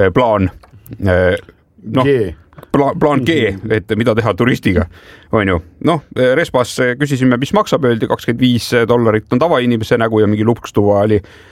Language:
Estonian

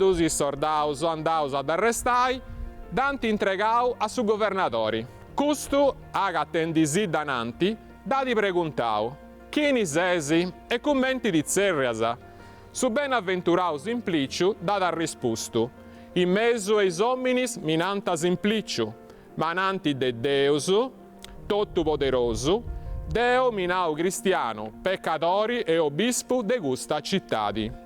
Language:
Sardinian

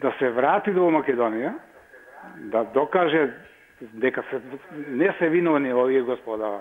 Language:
Macedonian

